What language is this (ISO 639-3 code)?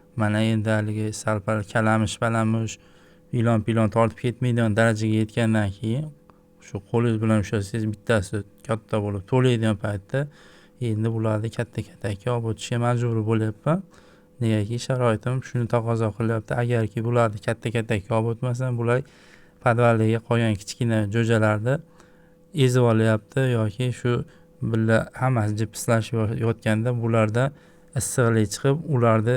uzb